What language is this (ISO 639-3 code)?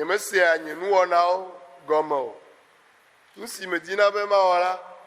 ewe